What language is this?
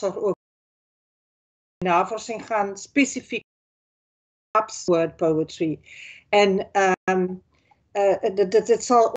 Afrikaans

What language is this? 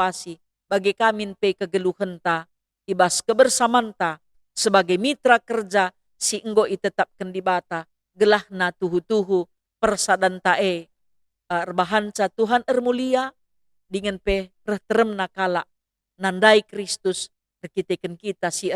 Batak Karo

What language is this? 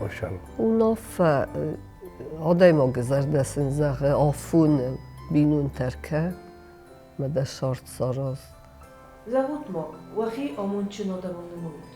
Ossetic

